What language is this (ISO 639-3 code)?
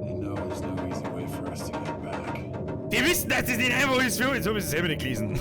bar